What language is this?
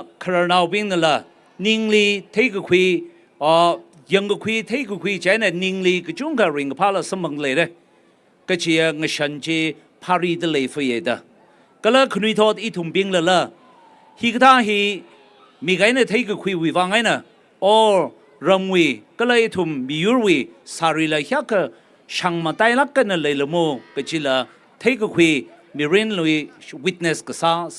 Tangkhul Naga (India)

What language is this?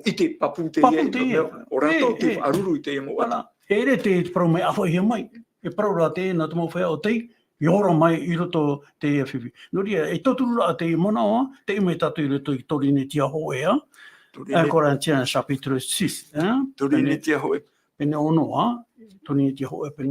Tahitian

